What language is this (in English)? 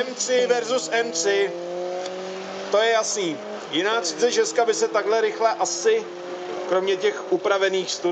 Czech